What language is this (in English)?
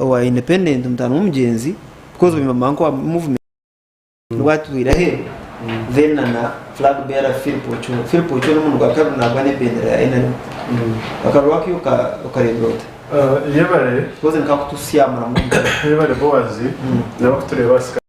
Nyankole